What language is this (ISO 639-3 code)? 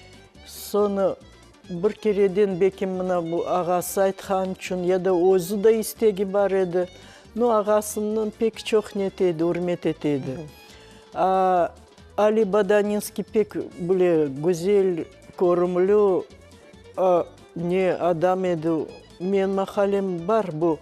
crh